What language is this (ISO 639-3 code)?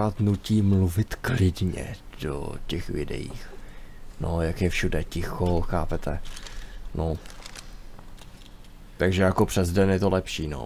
ces